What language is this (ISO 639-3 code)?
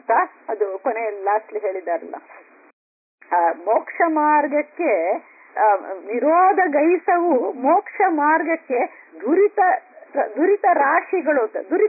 kan